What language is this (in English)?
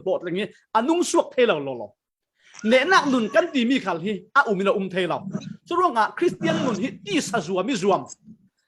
Falam Chin